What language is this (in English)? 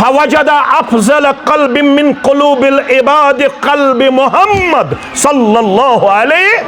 Kashmiri